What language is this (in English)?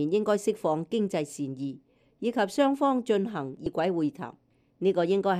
Cantonese